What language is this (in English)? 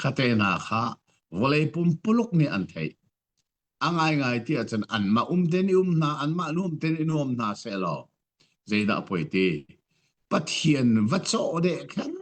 Hakha Chin